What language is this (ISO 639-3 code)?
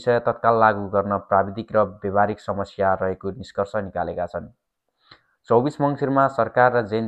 nep